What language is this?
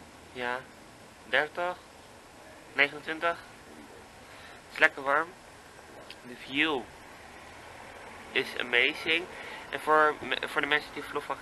Dutch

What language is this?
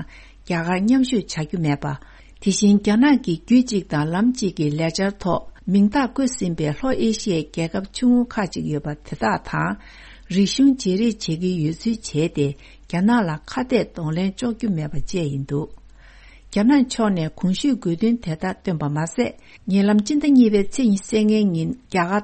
Tibetan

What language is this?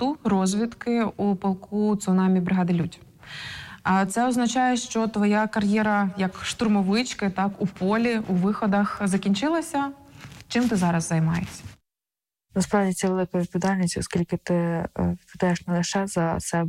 Ukrainian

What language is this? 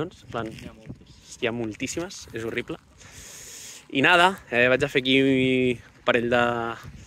Catalan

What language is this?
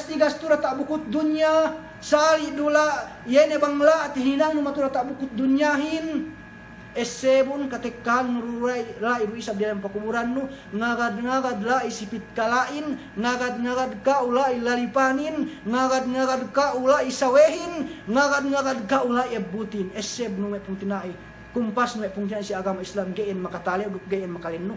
Yakan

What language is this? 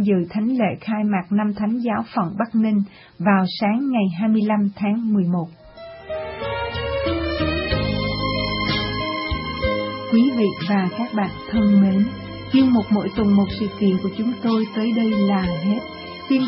Vietnamese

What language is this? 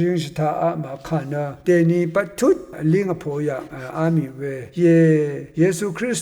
Rawang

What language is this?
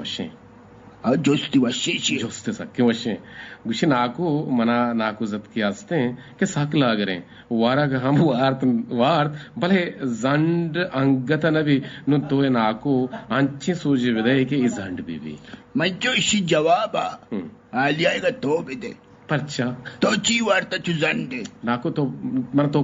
Eastern Balochi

